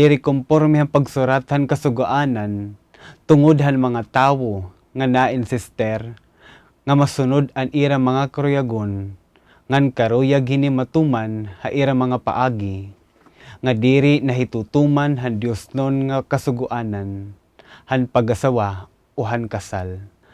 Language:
Waray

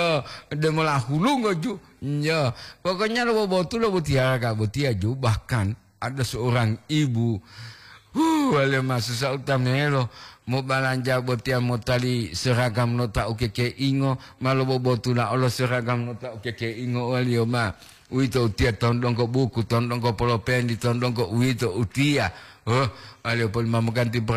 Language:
Gorontalo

